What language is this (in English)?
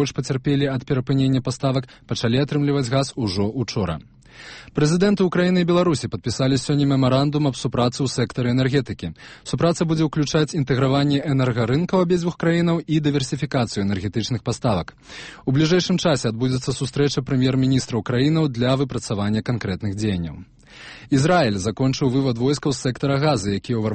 Belarusian